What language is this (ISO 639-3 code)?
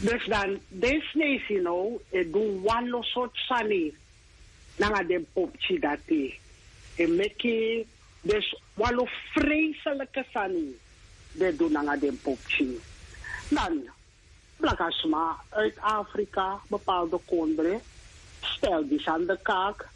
srn